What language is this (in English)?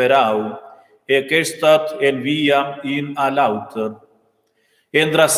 Romansh